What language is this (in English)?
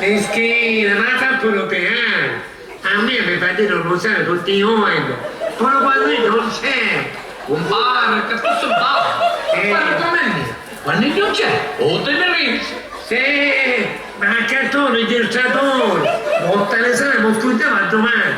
Sicilian